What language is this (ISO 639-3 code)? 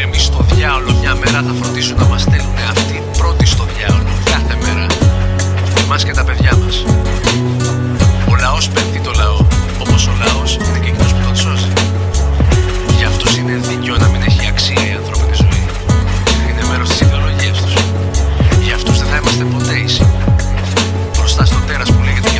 ell